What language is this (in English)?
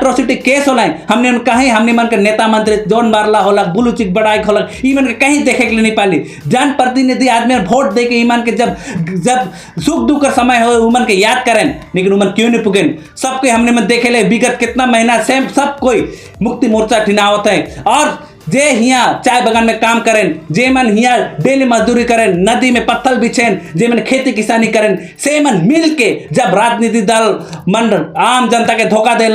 Sadri